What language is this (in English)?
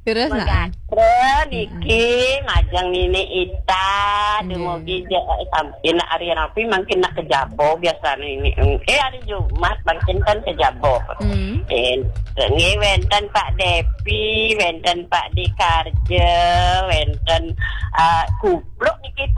Balinese